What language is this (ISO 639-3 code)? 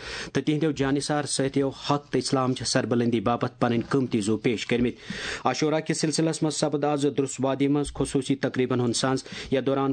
kas